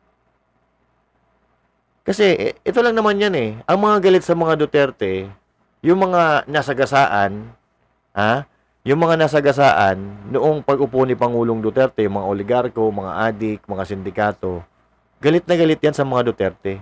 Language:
Filipino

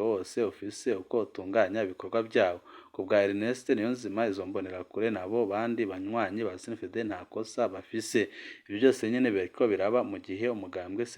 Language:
Rundi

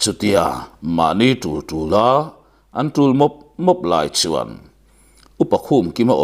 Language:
Mizo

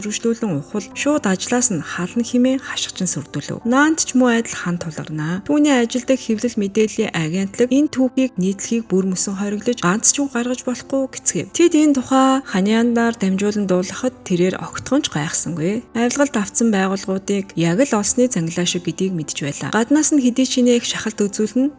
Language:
Mongolian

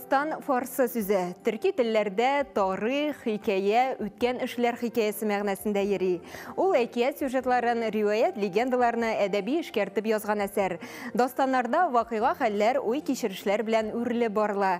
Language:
Tatar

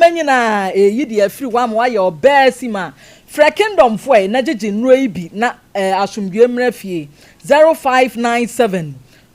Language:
Akan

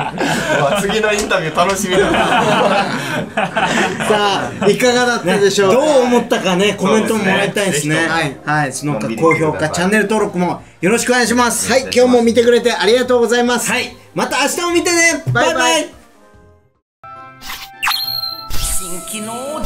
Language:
Japanese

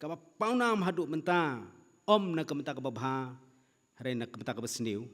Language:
Khasi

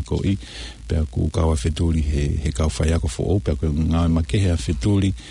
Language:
Tongan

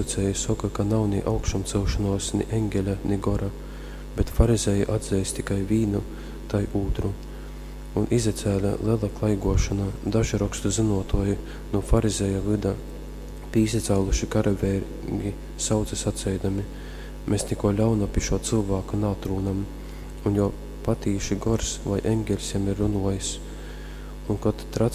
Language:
Latgalian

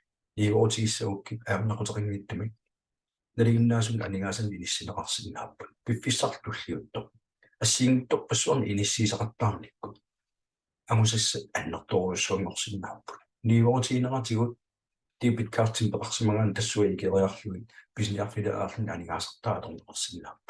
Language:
Kalaallisut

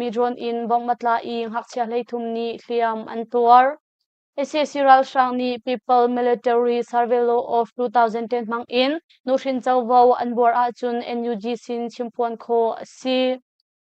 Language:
Hakha Chin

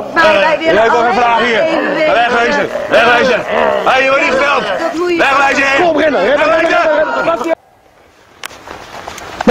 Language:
Dutch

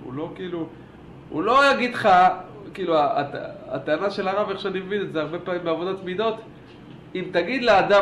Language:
Hebrew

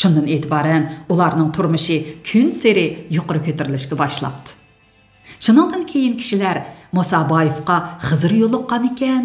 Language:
Uyghur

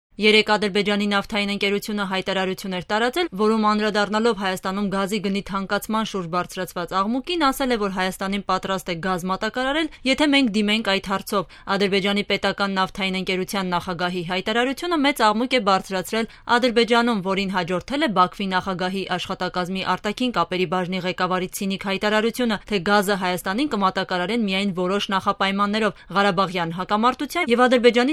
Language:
Armenian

